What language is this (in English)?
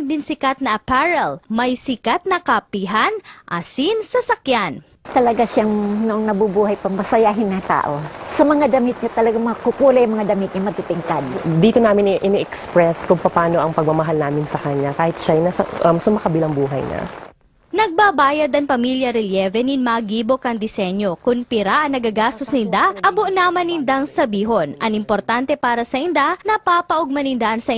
Bikol